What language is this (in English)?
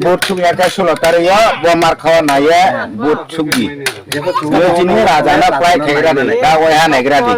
Riang (India)